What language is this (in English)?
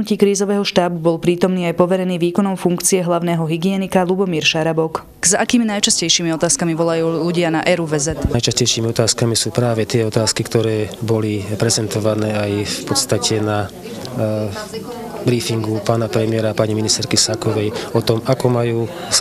Slovak